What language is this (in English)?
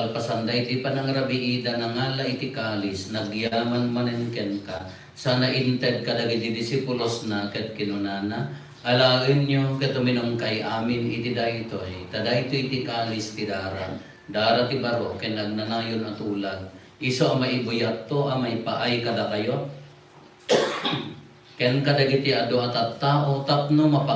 Iloko